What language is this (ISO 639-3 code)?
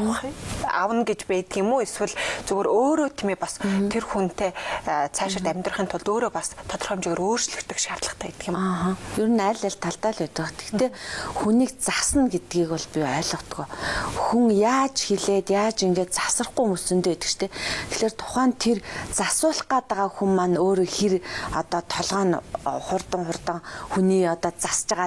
mon